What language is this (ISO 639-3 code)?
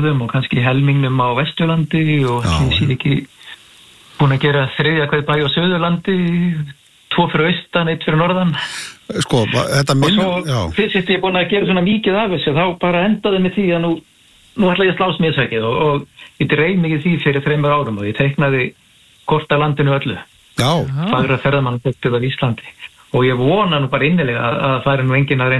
isl